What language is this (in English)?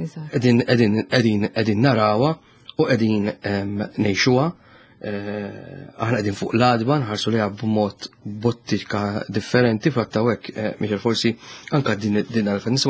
Maltese